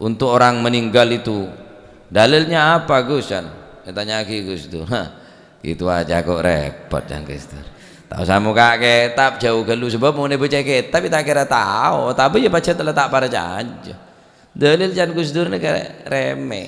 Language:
Madurese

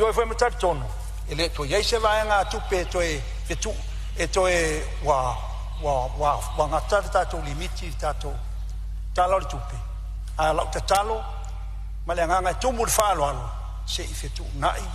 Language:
Samoan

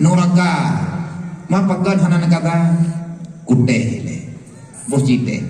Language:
Achinese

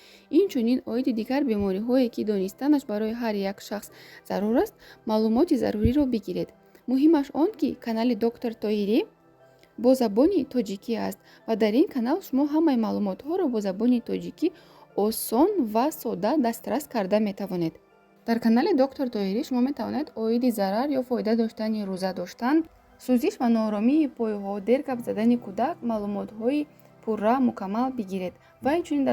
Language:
Tajik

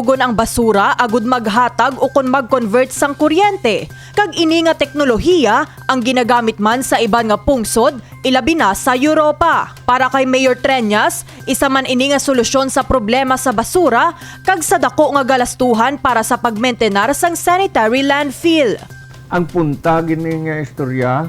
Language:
Hiligaynon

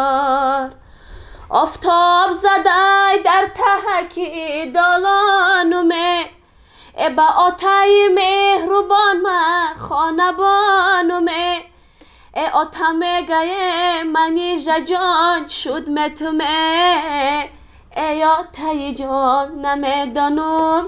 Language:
Tajik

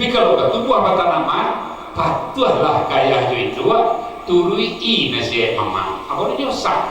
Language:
Minangkabau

